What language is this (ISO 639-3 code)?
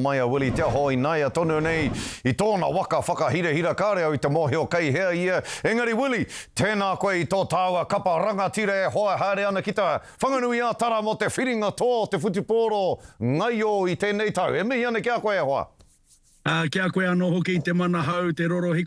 mri